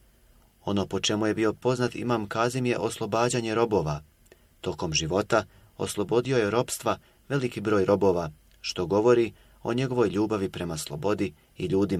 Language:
Bosnian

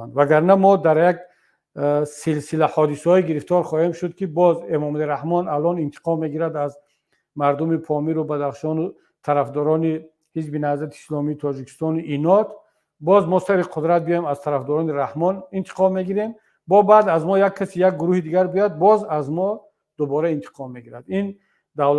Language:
Tajik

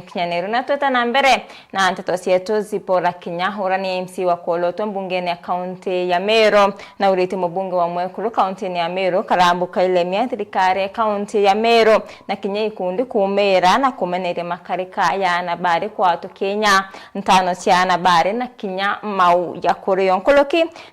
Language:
Meru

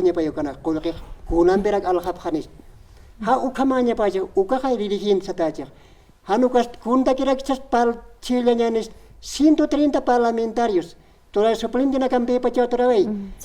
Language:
Aymara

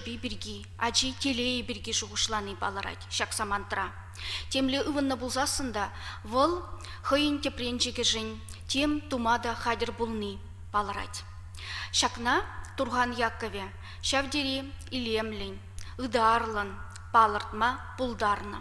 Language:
Chuvash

